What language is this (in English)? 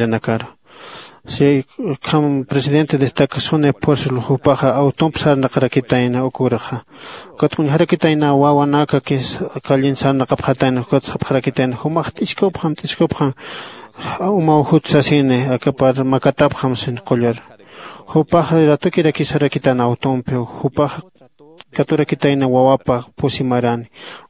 Aymara